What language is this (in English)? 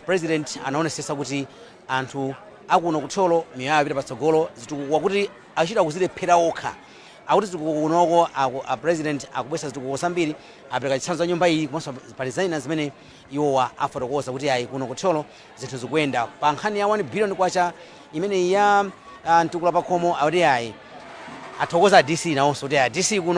Nyanja